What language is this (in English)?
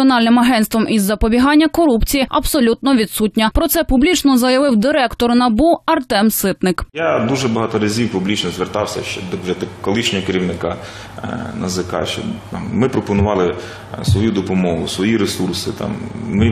Ukrainian